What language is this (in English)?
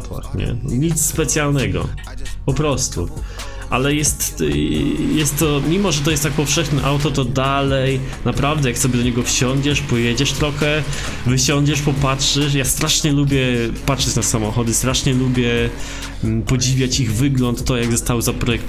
Polish